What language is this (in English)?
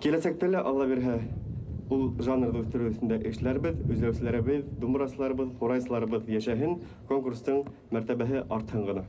Bashkir